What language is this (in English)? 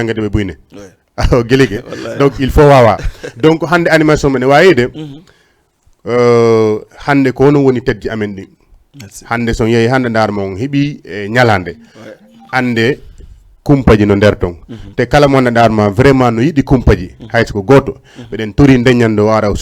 Fula